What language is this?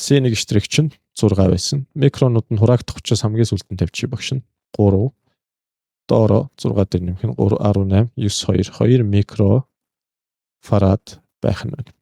Mongolian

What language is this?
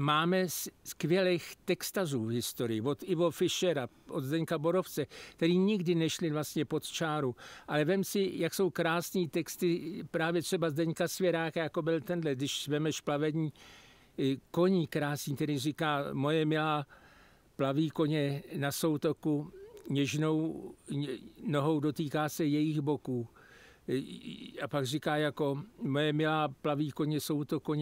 Czech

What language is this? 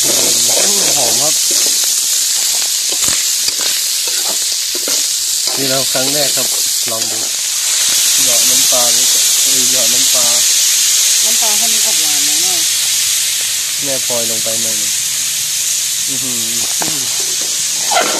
Thai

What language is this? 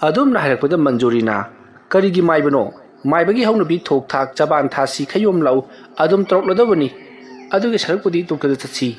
Manipuri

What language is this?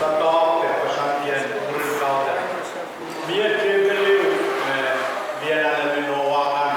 Pohnpeian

